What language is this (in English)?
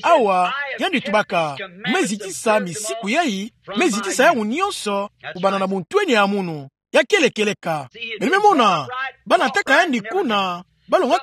Kituba (Democratic Republic of Congo)